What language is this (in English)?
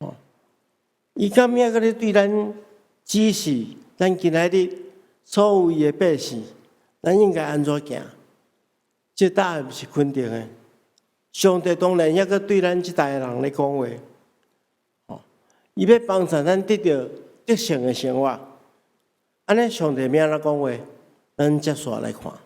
Min Nan Chinese